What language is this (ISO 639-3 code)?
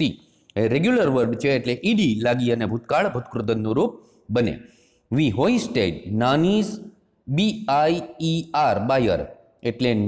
guj